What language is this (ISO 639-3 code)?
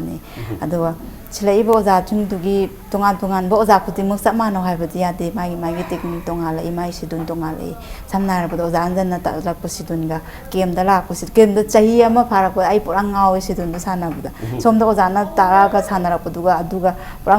mni